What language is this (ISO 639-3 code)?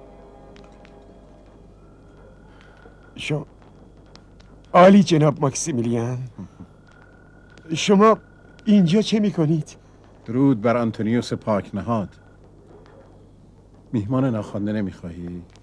fas